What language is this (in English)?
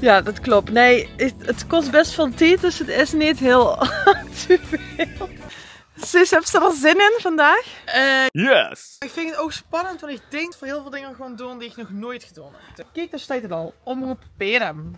Limburgish